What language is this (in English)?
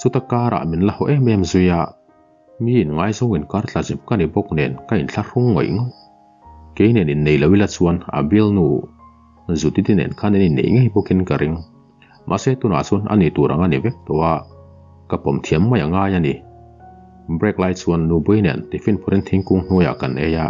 Mizo